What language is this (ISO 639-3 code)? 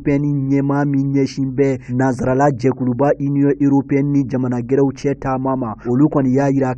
bam